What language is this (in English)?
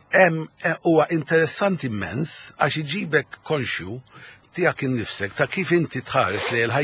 Maltese